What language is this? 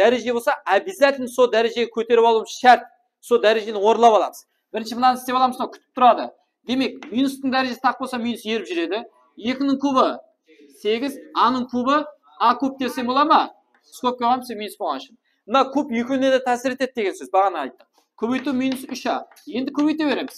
Kara-Kalpak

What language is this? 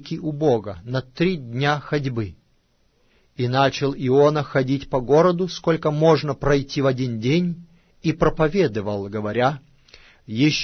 Russian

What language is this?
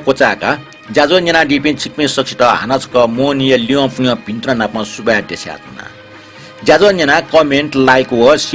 Newari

